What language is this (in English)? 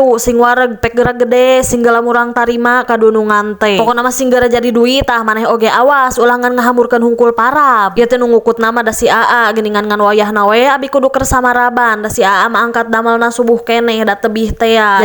Sundanese